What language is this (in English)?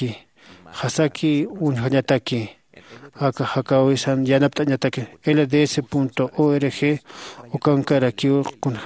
Aymara